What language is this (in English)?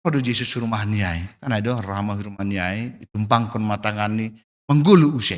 Batak Simalungun